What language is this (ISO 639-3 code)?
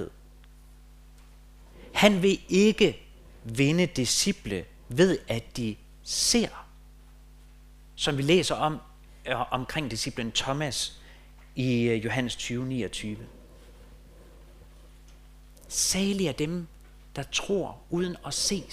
dan